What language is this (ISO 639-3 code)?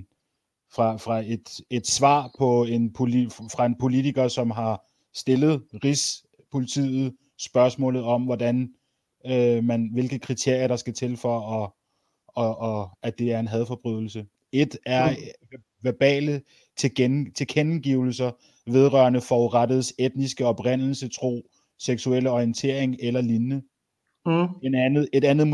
dan